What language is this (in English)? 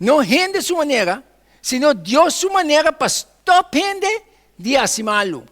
Papiamento